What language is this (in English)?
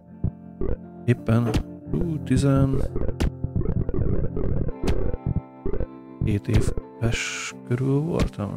Hungarian